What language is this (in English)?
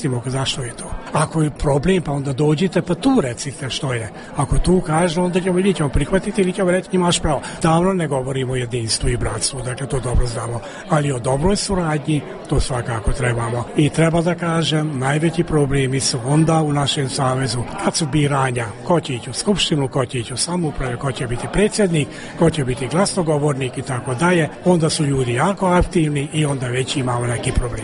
Croatian